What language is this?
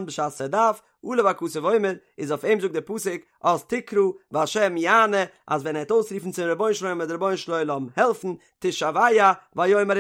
Yiddish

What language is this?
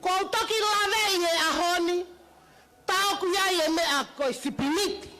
Tongan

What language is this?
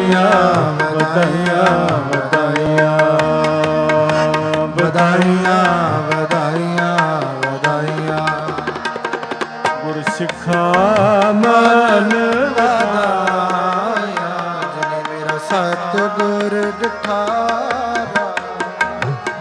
Punjabi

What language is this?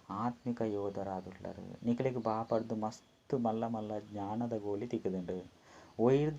Tulu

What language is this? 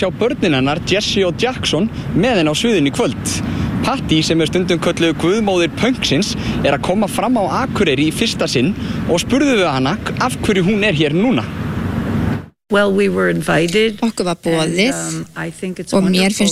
Icelandic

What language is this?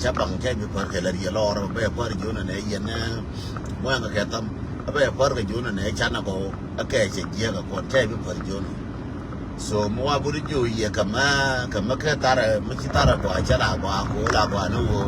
Nuer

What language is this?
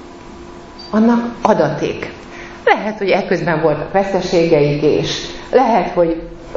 Hungarian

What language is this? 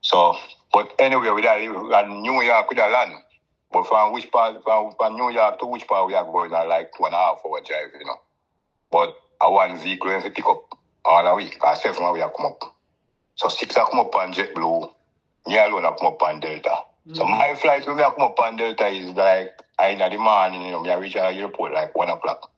Jamaican Creole English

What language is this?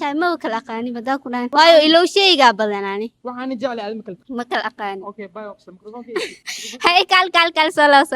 Somali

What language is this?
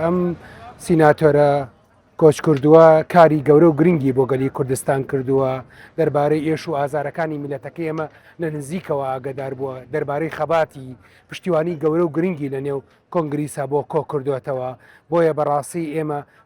Central Kurdish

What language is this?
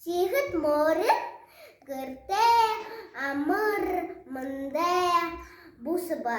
Buriat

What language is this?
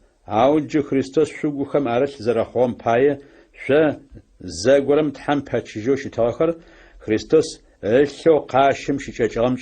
Adyghe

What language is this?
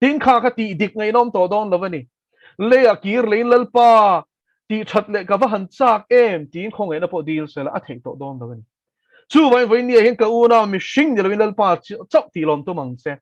Mizo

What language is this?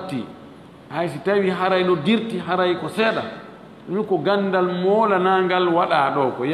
Fula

